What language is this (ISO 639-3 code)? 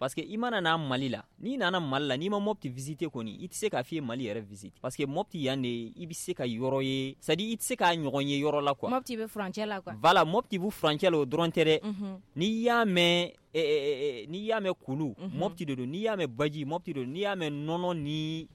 bam